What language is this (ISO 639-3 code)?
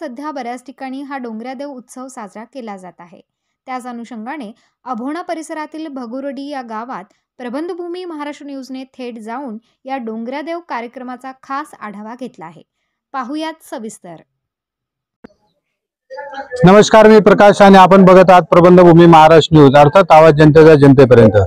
mar